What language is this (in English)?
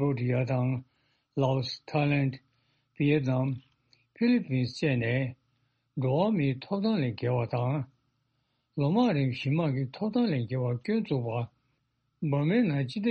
Tibetan